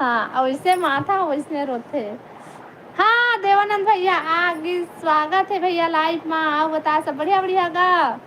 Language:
Chhattisgarhi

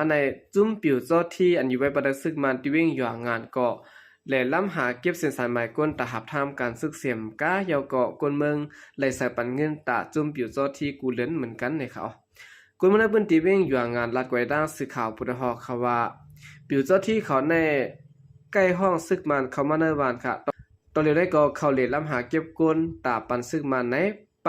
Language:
Shan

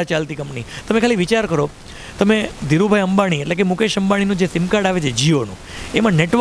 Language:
Gujarati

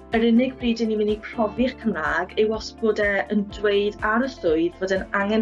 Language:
Welsh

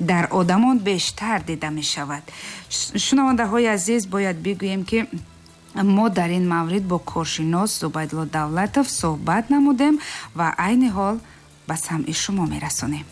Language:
Tajik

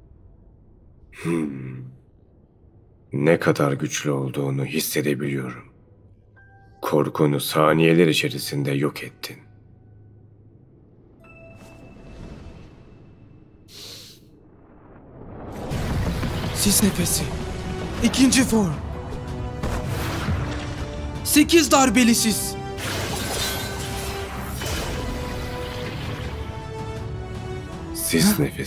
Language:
Turkish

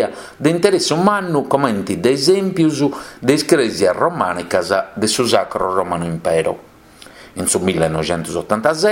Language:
Sardinian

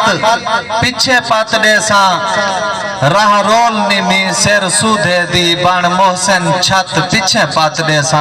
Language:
Saraiki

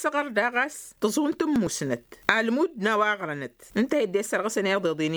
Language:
Tamasheq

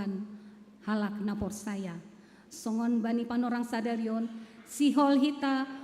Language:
Batak Simalungun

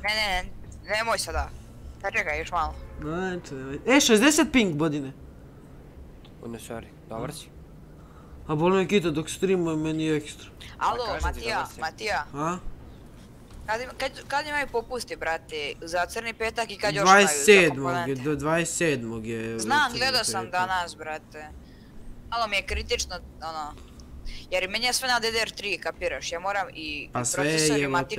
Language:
Croatian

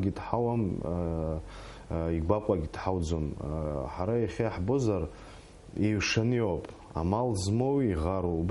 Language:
Abkhazian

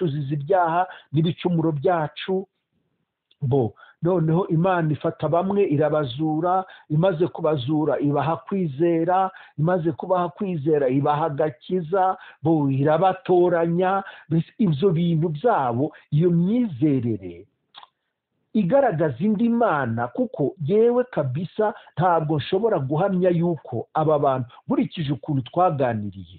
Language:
Kinyarwanda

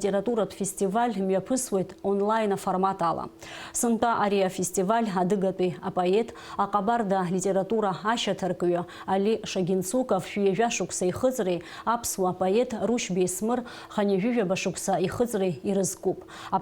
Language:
Abkhazian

